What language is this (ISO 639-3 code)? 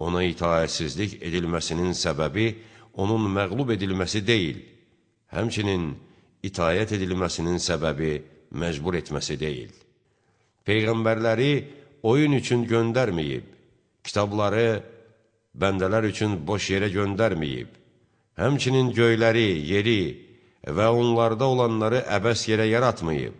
aze